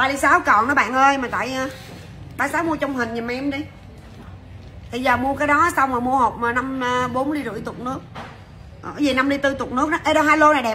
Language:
Vietnamese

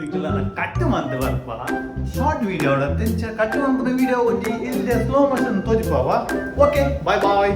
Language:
Tulu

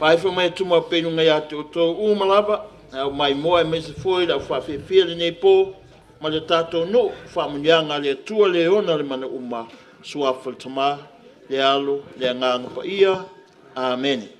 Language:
Samoan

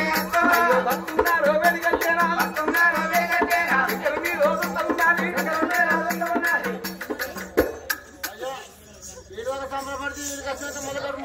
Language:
Telugu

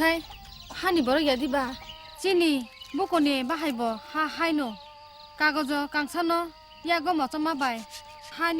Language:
Kok Borok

